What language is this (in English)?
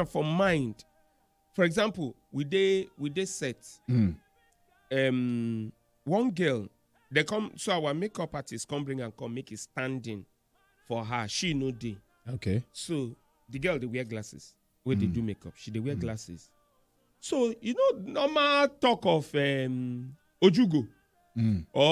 Nigerian Pidgin